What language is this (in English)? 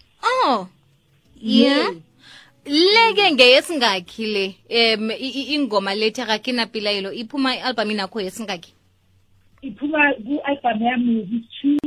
South Ndebele